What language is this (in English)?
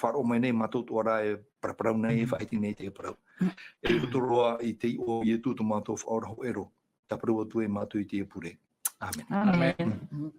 Tahitian